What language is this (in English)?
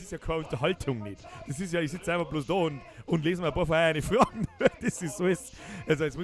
Bavarian